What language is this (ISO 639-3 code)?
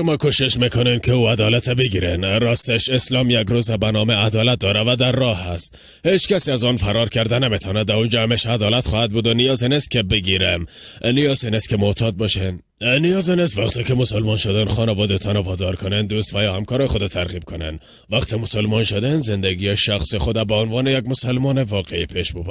fas